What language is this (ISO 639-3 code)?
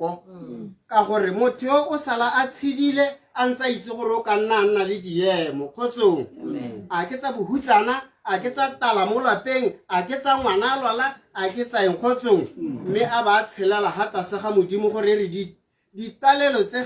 tsn